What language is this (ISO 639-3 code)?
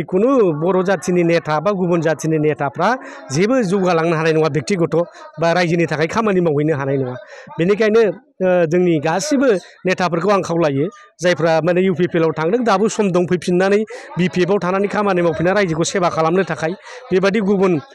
brx